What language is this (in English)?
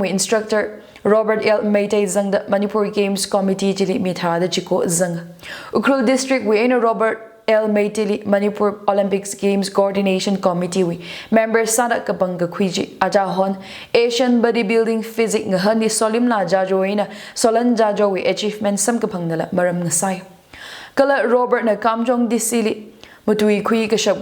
Tangkhul Naga (India)